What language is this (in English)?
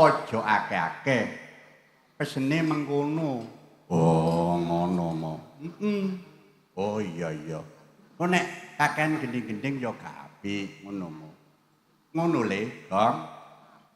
Javanese